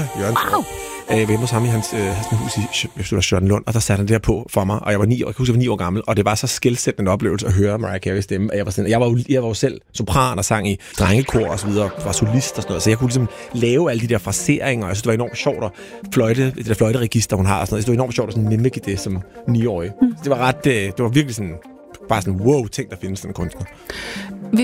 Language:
Danish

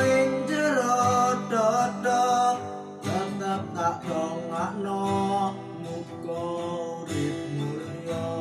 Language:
Javanese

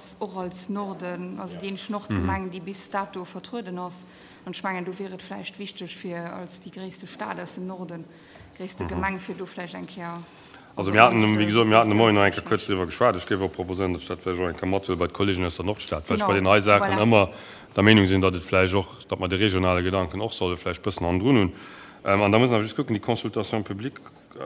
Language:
Luxembourgish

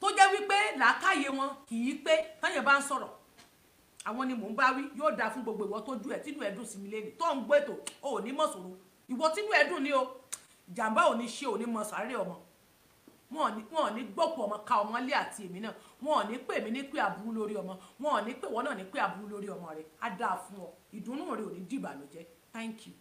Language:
Yoruba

